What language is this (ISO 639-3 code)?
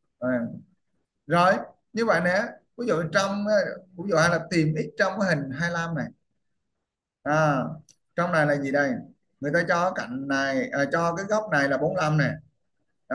vie